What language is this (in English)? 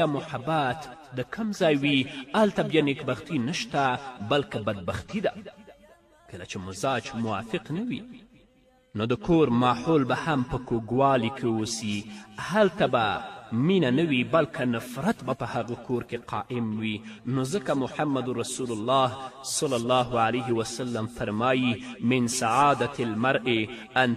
Pashto